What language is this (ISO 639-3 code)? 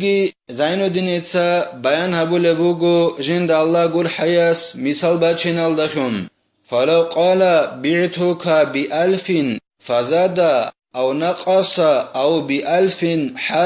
ava